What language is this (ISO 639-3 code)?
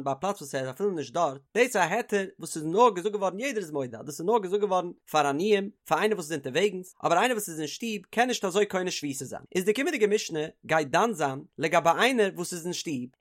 yid